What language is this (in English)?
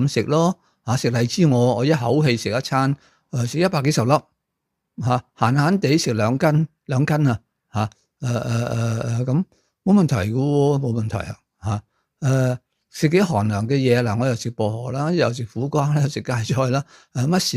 Cantonese